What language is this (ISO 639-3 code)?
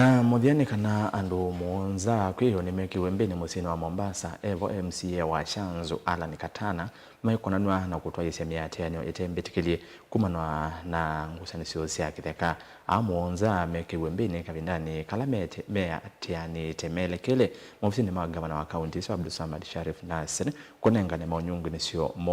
kam